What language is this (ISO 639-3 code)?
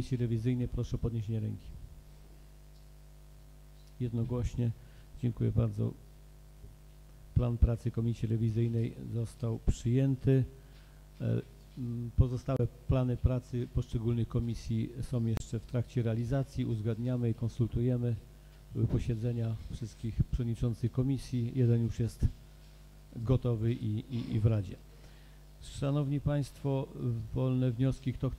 pol